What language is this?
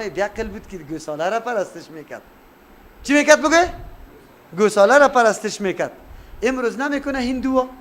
Persian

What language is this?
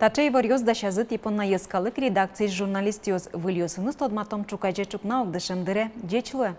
Udmurt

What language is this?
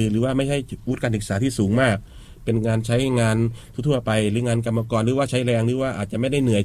Thai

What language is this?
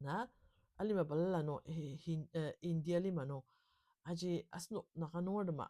Ao Naga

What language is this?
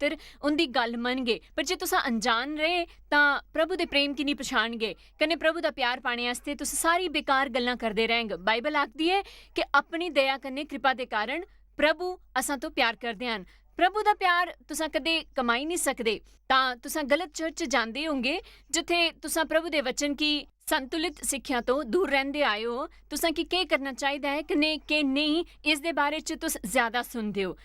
Dogri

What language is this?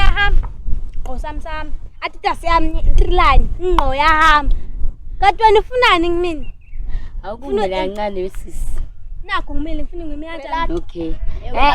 Zulu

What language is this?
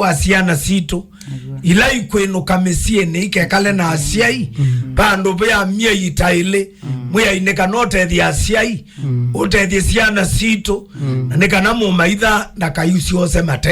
Kamba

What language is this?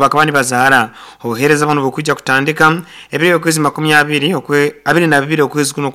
Nyoro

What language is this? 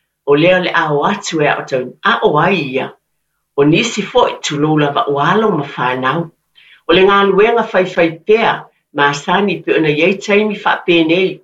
Samoan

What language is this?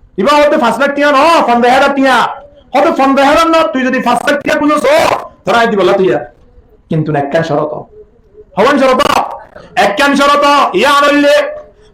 Rohingya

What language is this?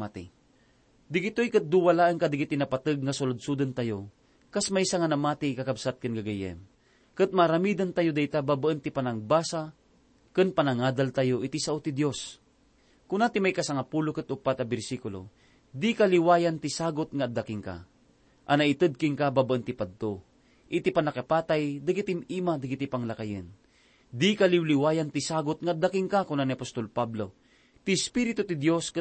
Iloko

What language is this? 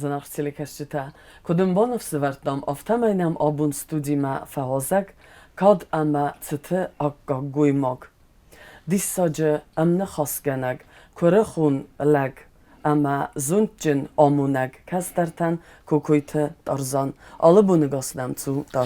Ossetic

